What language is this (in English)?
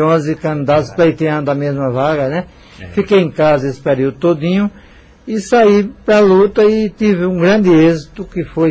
Portuguese